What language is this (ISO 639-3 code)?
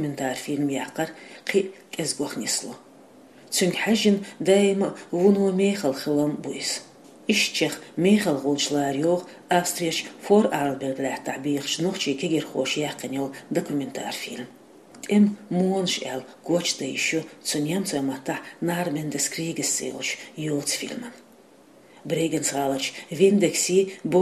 che